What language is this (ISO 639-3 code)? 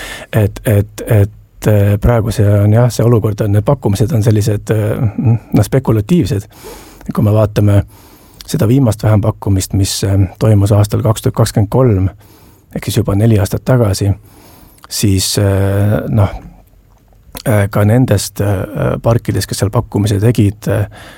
est